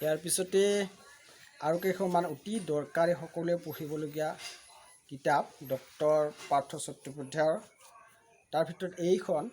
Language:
Assamese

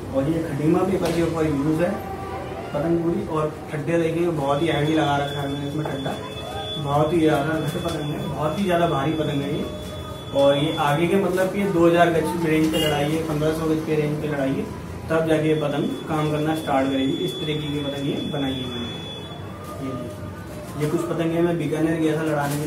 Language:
Hindi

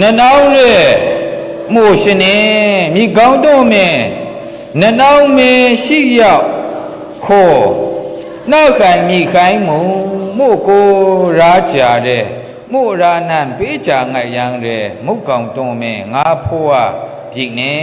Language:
Maru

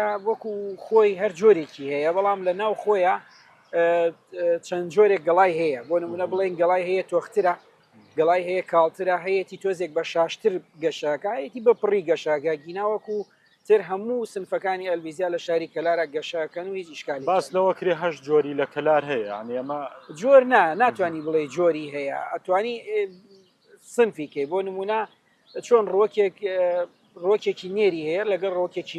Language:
Central Kurdish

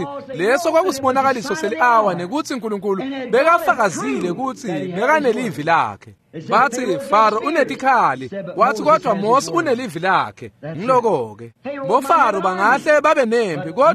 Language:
Swati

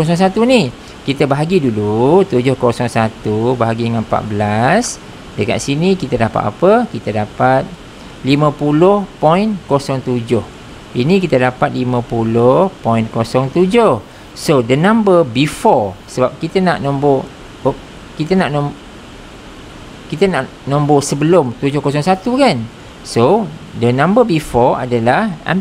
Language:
Malay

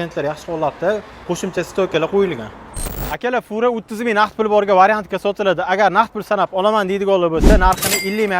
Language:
Uzbek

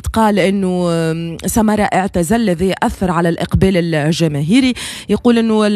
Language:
Tunisian Arabic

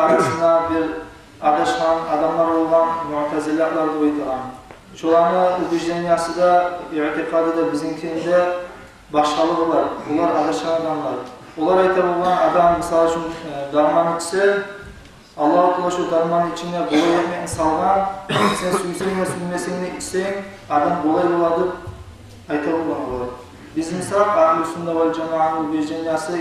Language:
Kumyk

